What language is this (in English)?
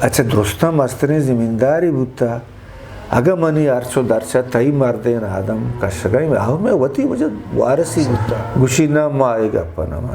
Eastern Balochi